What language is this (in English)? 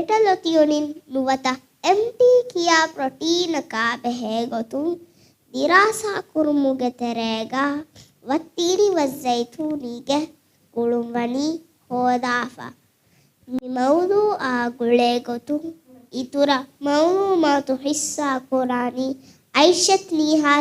Divehi